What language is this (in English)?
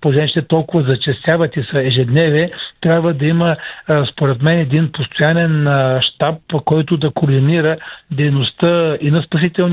Bulgarian